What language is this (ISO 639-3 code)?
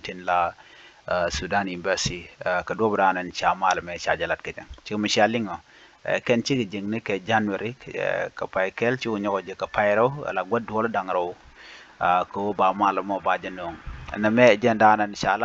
nus